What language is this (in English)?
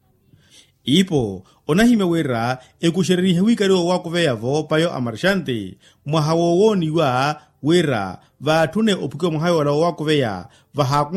Makhuwa